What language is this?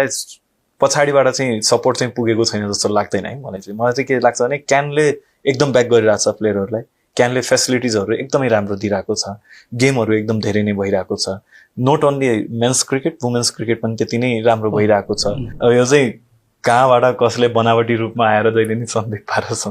Nepali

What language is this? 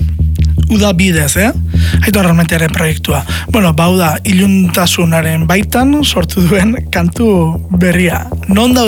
Basque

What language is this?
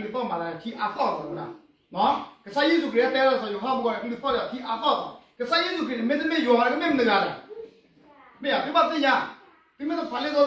S'gaw Karen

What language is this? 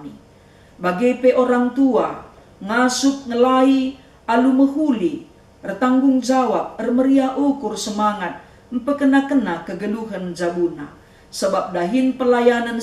Batak Karo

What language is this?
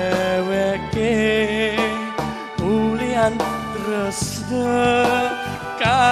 Balinese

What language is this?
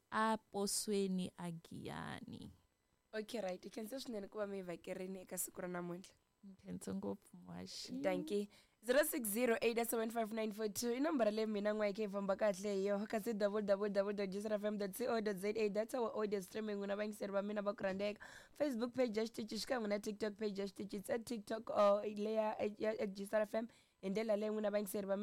Tsonga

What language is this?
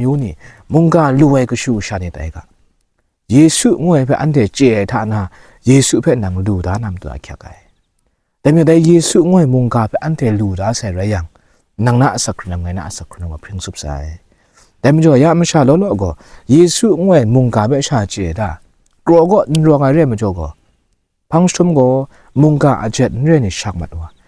Kachin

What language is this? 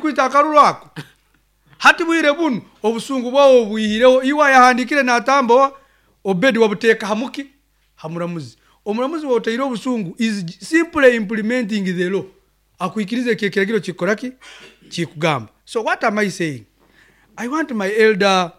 Nyankole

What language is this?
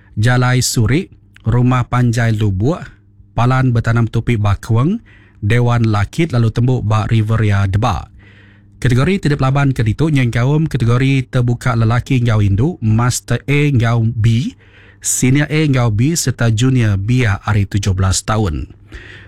Iban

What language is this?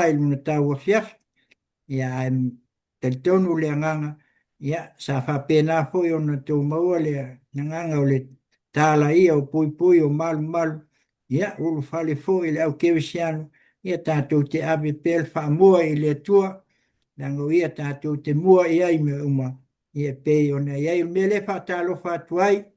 Samoan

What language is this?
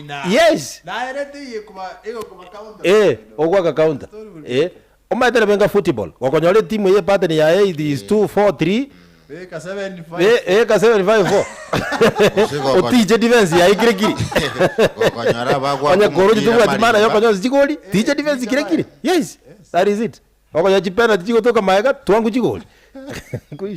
Gusii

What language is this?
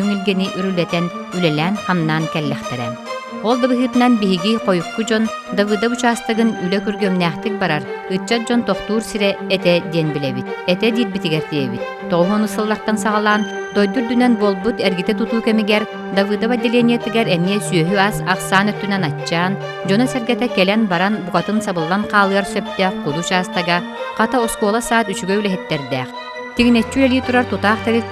Yakut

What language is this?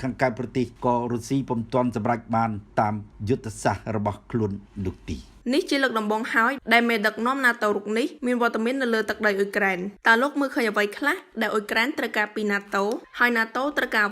Khmer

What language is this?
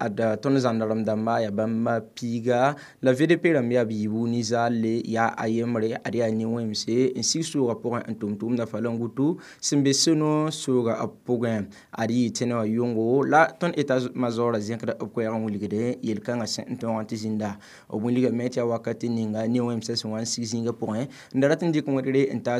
Mossi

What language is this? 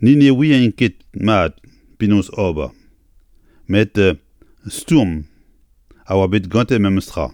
Breton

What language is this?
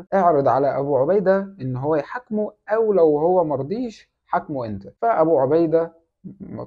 Egyptian Arabic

